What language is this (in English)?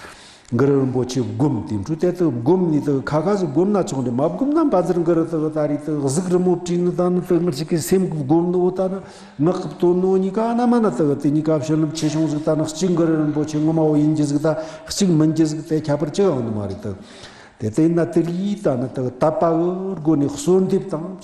Tibetan